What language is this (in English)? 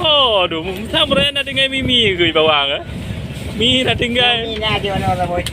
Achinese